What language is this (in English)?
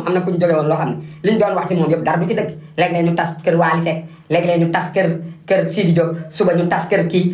Wolof